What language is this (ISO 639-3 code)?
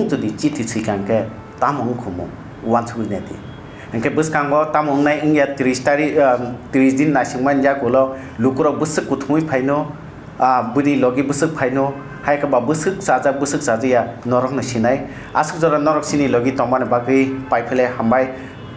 trp